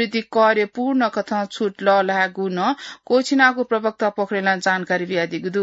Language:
Newari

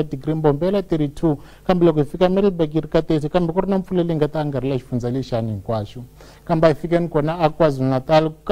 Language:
Tsonga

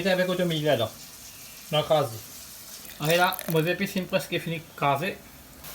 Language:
Morisyen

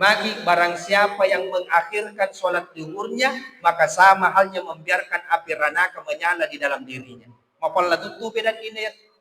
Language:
Buginese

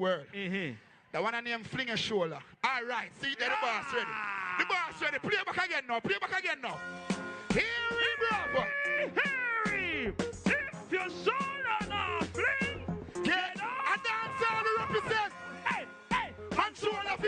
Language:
Jamaican Creole English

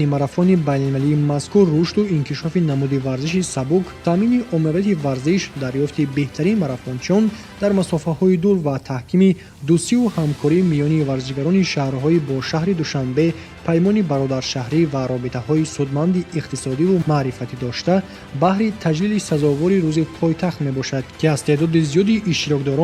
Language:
Tajik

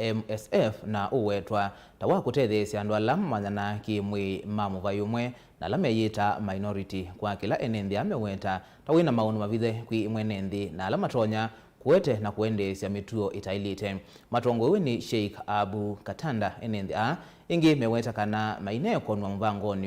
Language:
Kamba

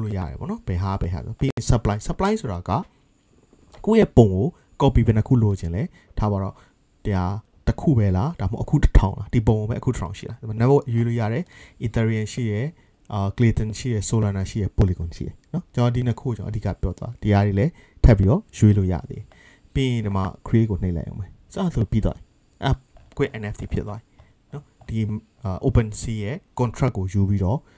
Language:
Burmese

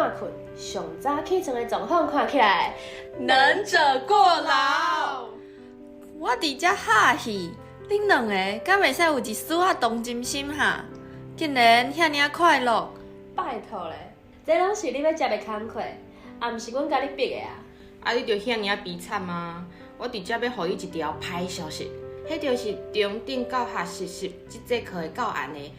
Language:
Min Nan Chinese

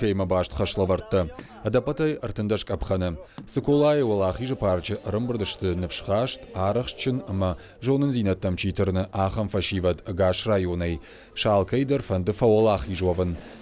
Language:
Ossetic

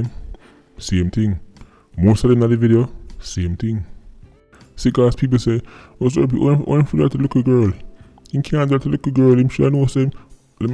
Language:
Jamaican Creole English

